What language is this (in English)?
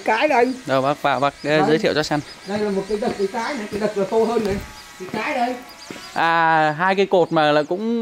Vietnamese